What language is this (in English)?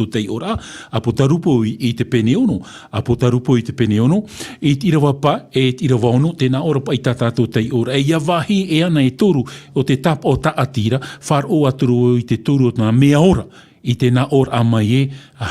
Tahitian